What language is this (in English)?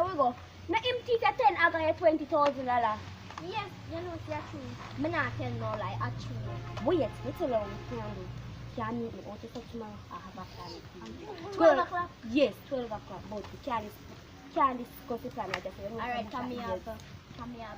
Jamaican Creole English